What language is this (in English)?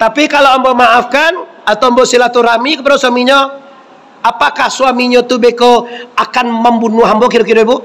Minangkabau